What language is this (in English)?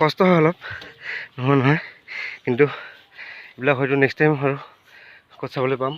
Assamese